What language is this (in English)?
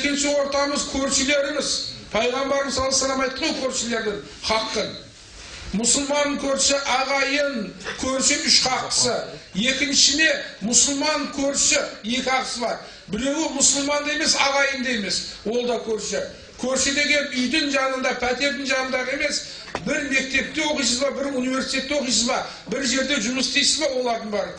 Kazakh